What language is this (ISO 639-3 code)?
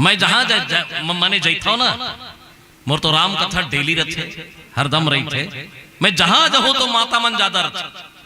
hne